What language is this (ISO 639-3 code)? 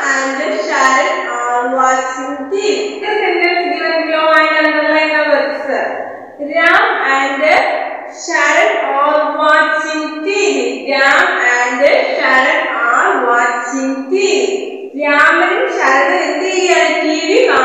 mal